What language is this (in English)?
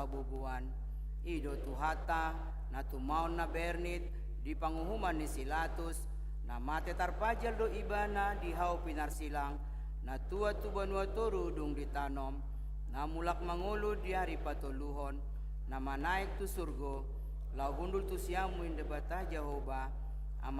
Batak Toba